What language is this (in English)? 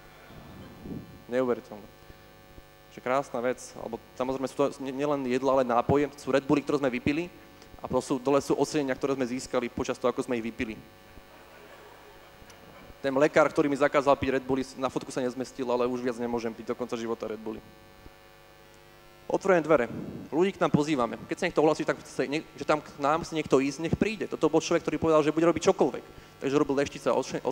Slovak